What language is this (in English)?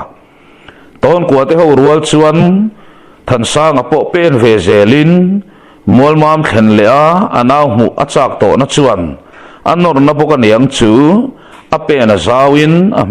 Mizo